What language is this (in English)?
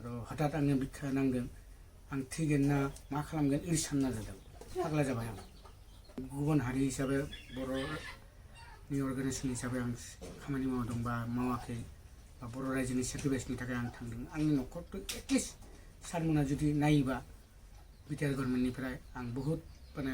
Bodo